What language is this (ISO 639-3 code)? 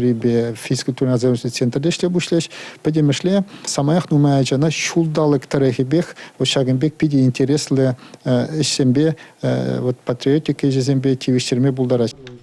chv